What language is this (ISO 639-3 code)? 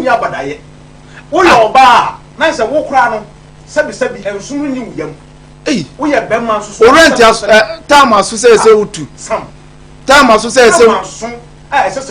aka